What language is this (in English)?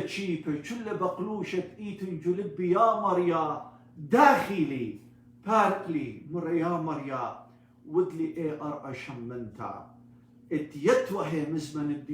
Assyrian Neo-Aramaic